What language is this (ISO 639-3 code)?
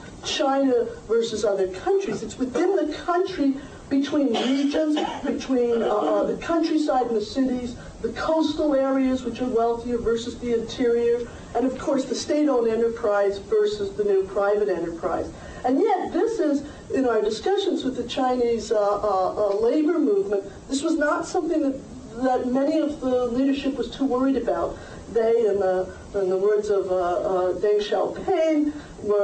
eng